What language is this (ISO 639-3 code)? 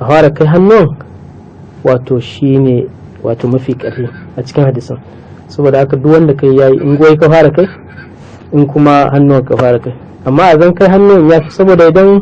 hau